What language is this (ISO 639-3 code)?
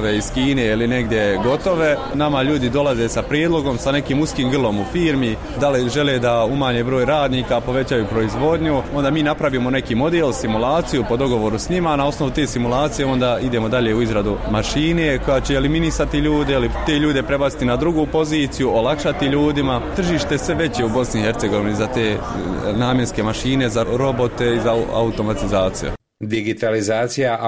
bos